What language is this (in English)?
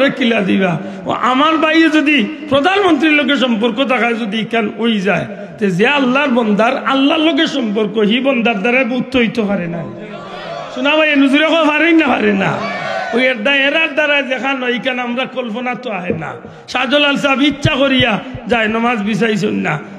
Sylheti